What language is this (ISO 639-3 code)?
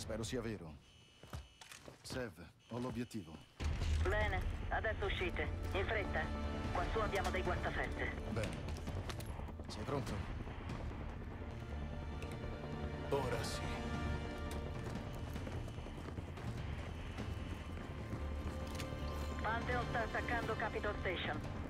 ita